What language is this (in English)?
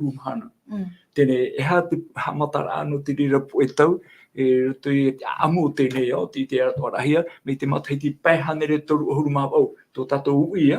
Tahitian